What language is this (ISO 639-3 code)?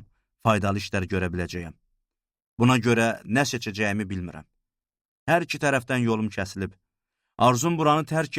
aze